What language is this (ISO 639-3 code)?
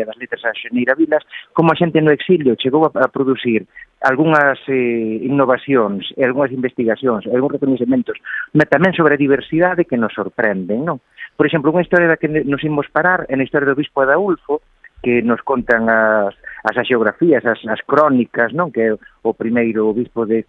glg